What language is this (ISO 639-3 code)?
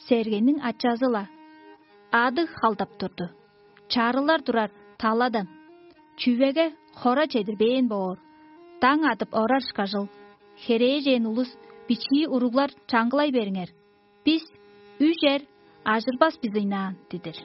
tyv